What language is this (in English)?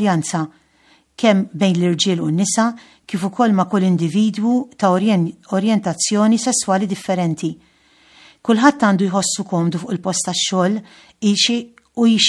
Maltese